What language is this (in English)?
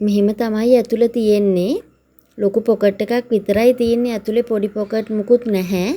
Sinhala